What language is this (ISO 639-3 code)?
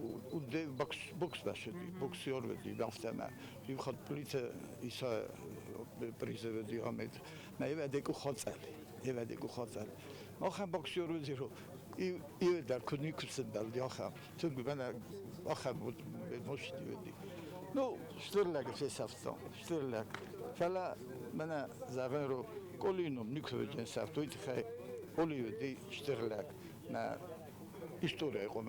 oss